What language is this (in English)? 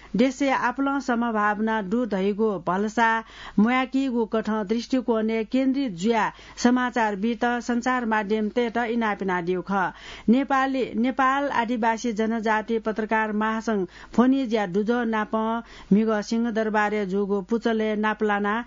Newari